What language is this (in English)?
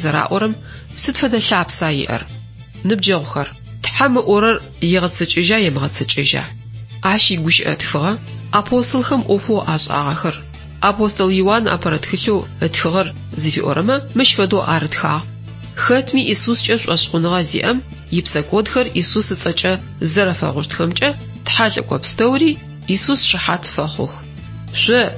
Adyghe